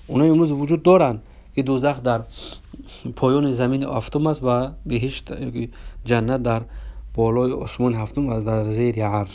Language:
Tajik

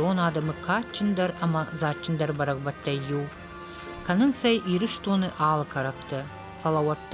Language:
Ossetic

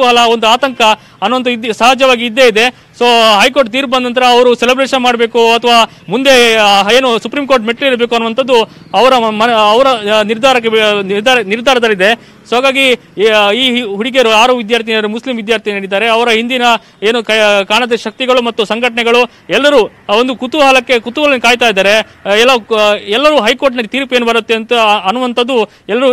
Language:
Kannada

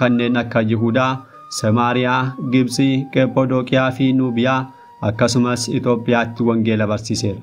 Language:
Oromo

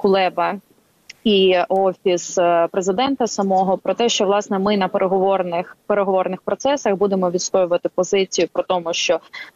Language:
Ukrainian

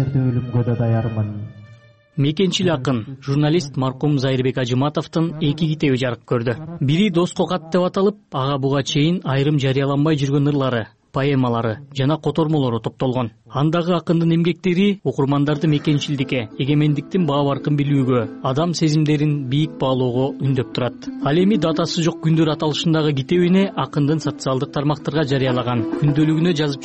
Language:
Kyrgyz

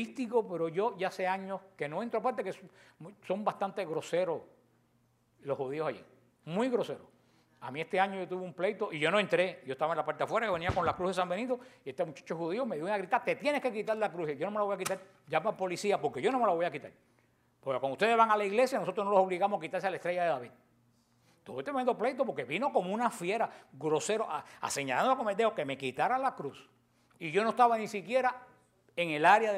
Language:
Spanish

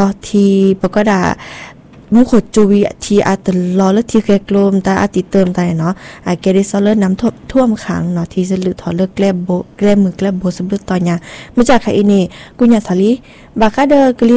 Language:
Thai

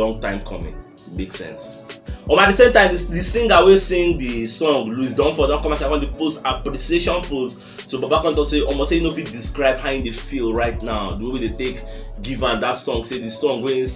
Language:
Nigerian Pidgin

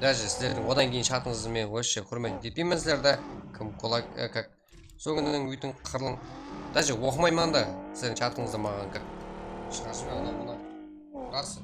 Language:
Kara-Kalpak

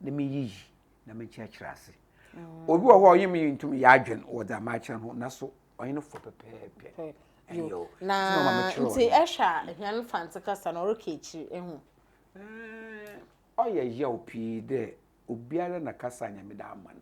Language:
Akan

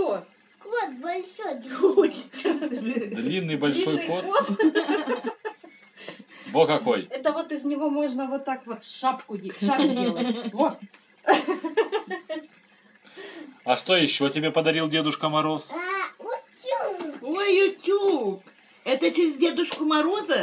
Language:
Russian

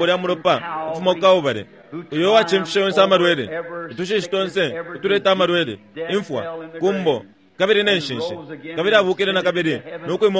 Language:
Bemba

